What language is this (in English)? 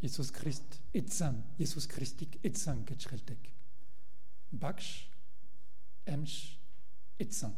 Mongolian